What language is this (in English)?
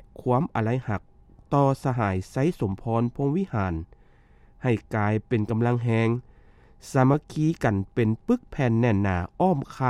Lao